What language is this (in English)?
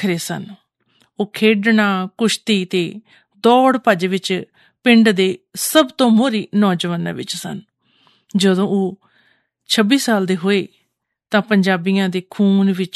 Punjabi